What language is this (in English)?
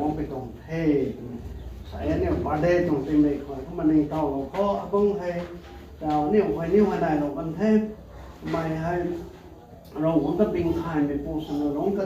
Rongmei Naga